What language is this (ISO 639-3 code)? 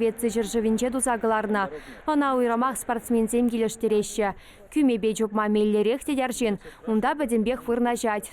chv